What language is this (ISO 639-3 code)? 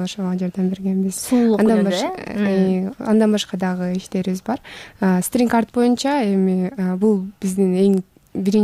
kir